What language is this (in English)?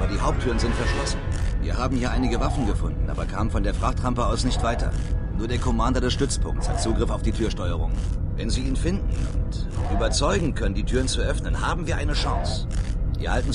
Bavarian